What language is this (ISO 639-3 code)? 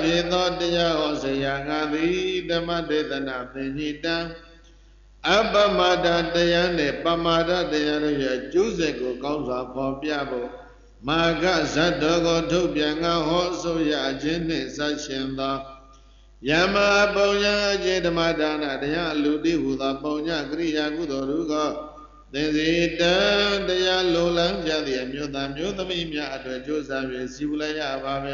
mya